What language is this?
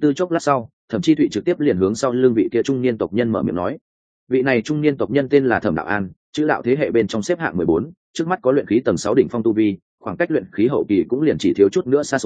Vietnamese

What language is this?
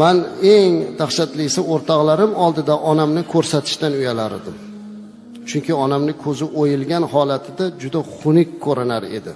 Uzbek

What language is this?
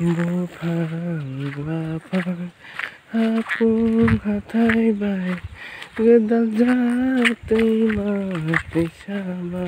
Kok Borok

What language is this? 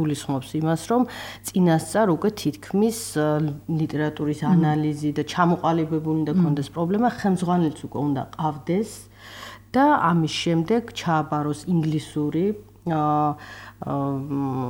Georgian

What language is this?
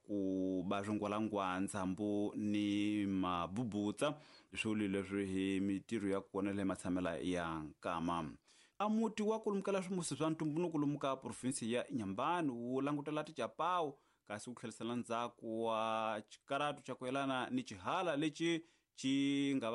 Tsonga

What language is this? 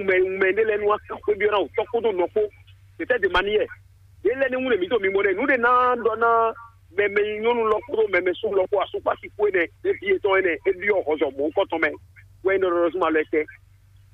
Fon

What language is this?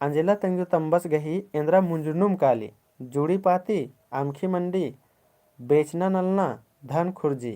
Kurukh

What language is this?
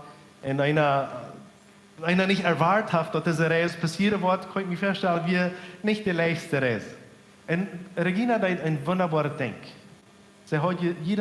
Plautdietsch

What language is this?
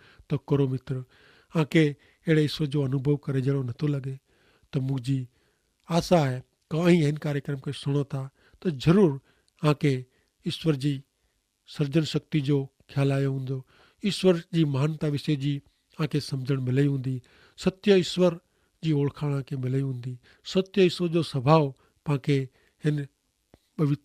Kachhi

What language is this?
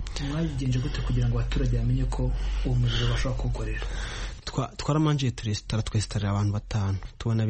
Kinyarwanda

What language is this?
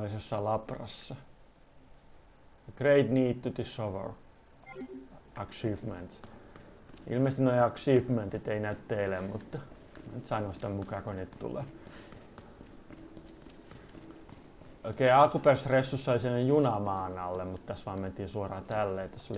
Finnish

